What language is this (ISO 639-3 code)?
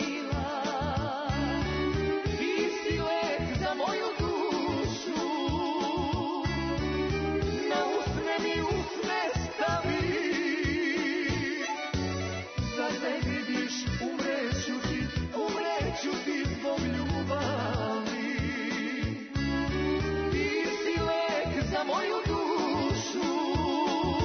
srp